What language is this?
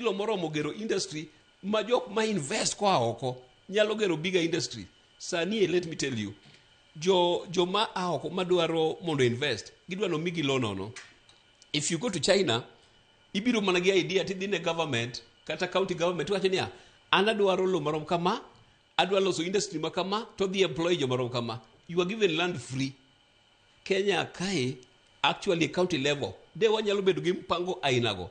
Luo (Kenya and Tanzania)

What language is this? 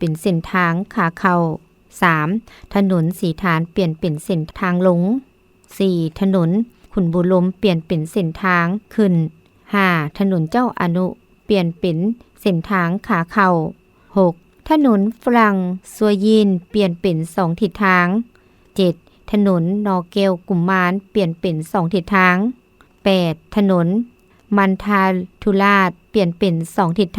Lao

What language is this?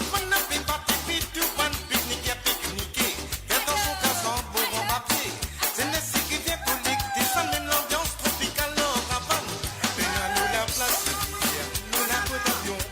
Morisyen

